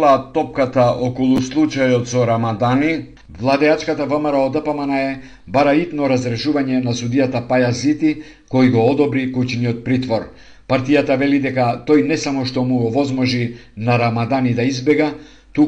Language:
Macedonian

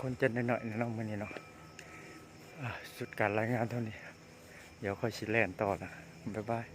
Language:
Lao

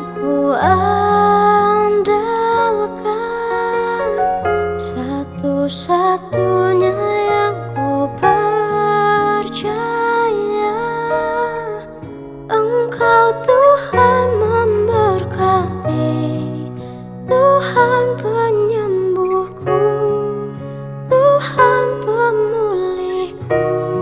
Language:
Indonesian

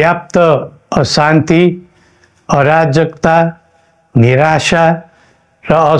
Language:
Nepali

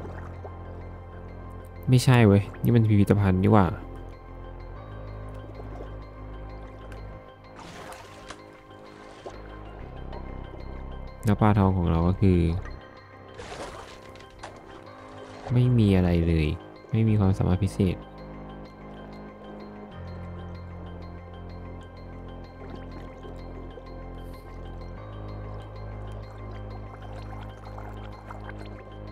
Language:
Thai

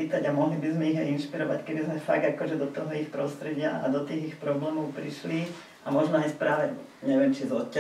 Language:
Slovak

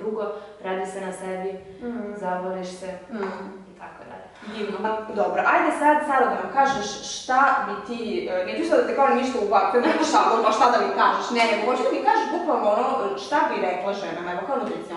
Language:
Serbian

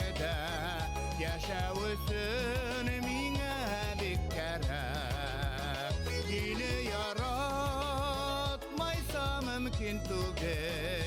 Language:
Bashkir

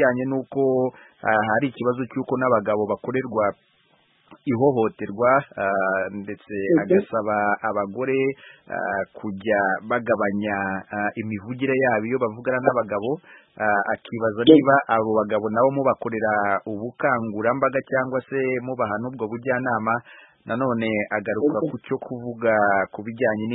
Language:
Kinyarwanda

